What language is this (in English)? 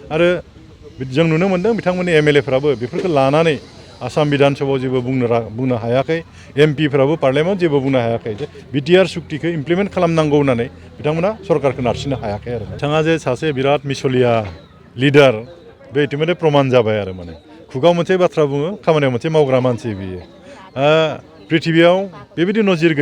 Bodo